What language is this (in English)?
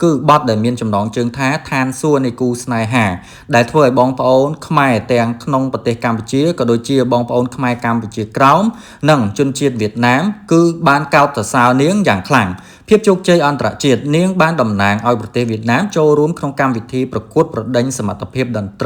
Khmer